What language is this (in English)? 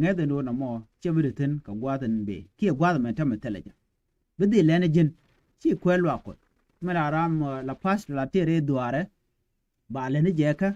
Nuer